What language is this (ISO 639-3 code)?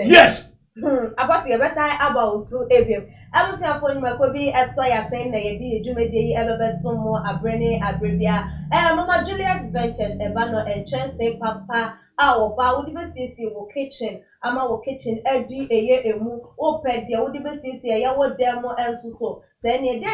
aka